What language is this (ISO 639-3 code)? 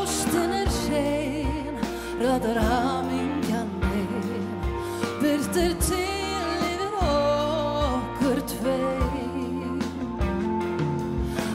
isl